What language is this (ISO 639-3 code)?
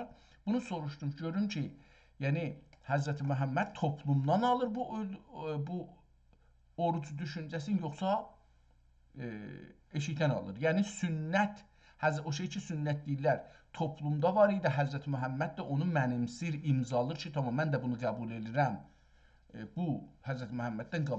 azb